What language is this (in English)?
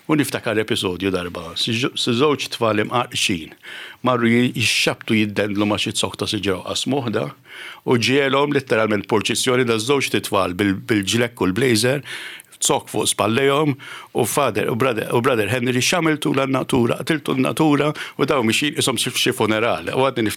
Maltese